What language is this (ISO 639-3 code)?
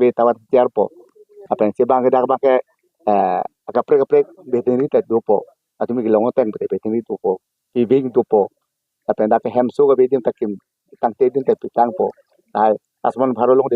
mjw